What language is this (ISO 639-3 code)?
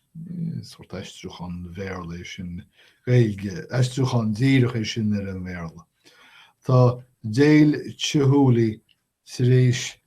gle